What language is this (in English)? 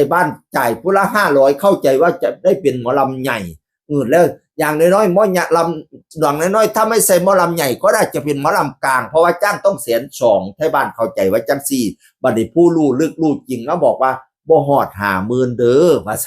Northeastern Thai